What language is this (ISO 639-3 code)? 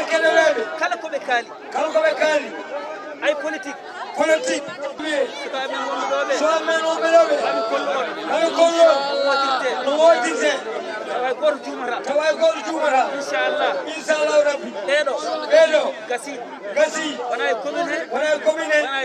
ful